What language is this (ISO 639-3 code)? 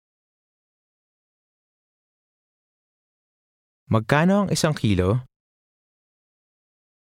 fil